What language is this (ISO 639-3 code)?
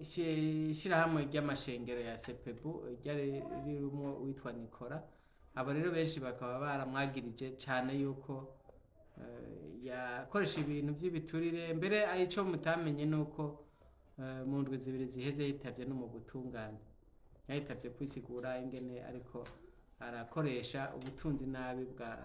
run